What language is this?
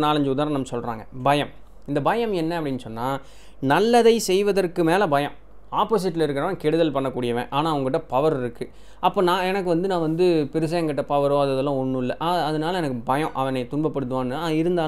Tamil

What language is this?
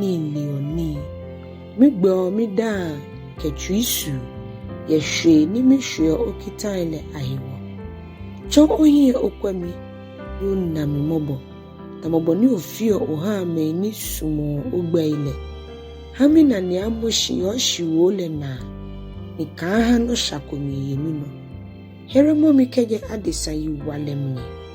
Ga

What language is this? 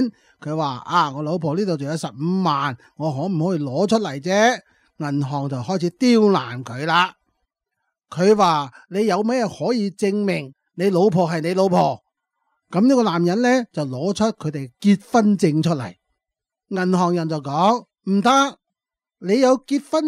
Cantonese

